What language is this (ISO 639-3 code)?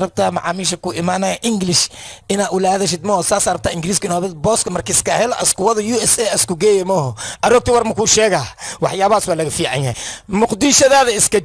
som